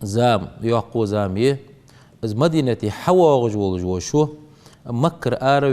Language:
Ingush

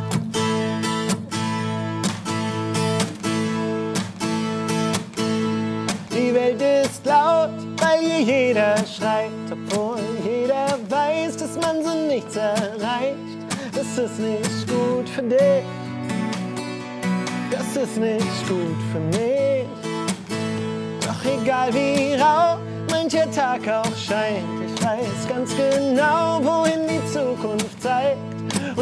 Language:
German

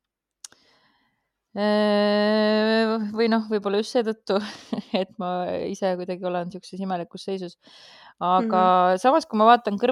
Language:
Estonian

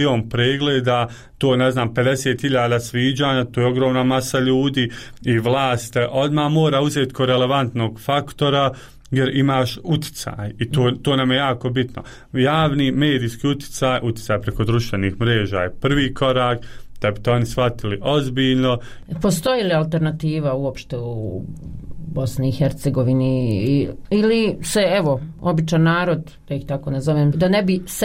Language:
Bosnian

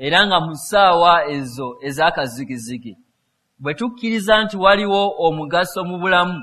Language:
Ganda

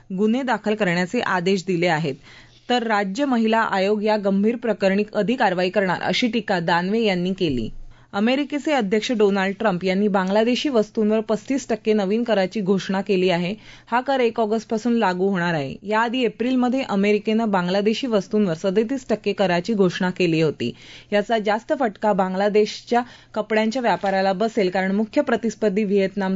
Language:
Marathi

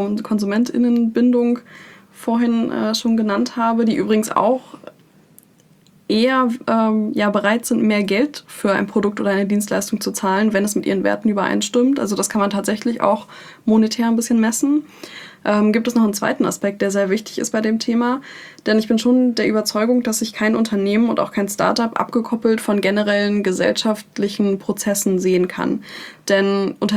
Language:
German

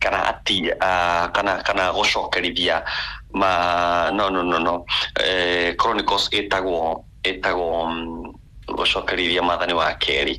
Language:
Kikuyu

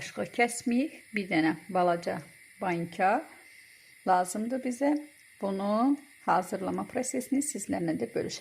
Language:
Azerbaijani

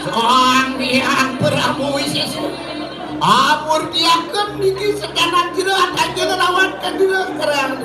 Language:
Balinese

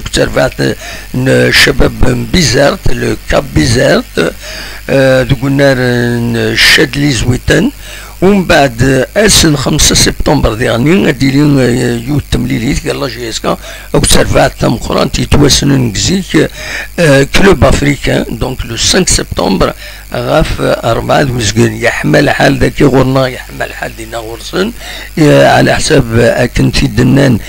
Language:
Kabyle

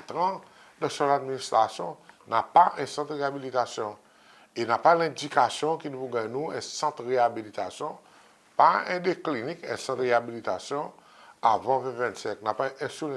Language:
Seselwa Creole French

